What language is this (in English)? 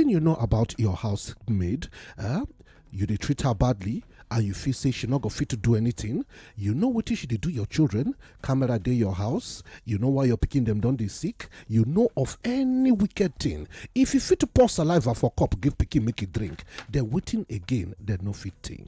Nigerian Pidgin